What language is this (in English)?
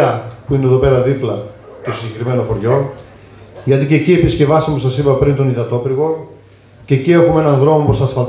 Greek